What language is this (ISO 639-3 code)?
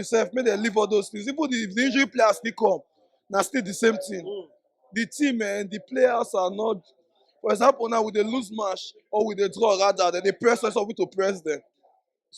pcm